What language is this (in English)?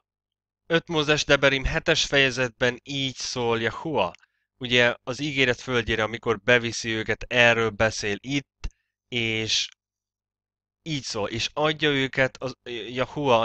Hungarian